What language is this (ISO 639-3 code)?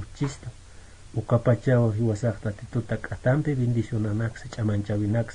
aym